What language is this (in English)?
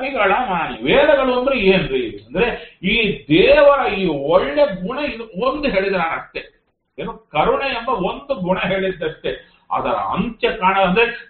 Kannada